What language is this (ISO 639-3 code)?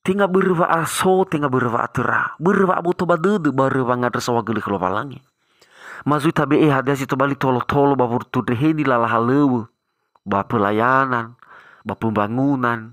nia